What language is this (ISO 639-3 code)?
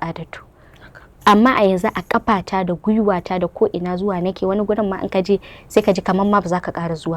hau